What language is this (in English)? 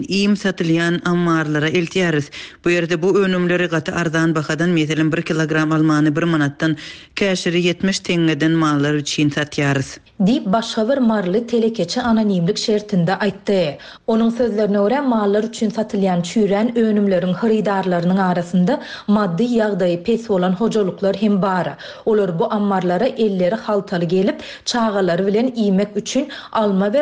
Turkmen